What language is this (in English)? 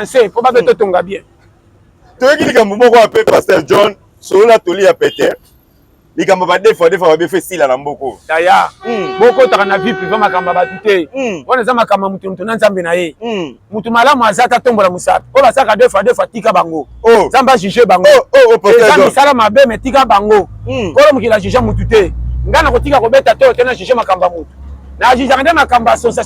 Lingala